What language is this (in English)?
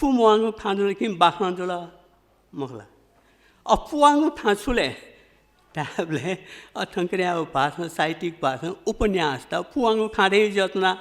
Newari